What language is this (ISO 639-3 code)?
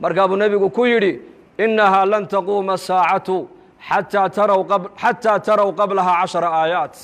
som